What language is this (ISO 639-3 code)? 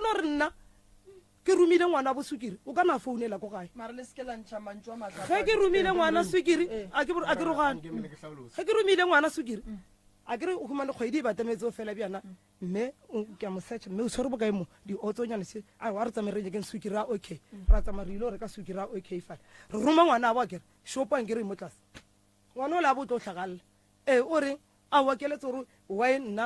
nso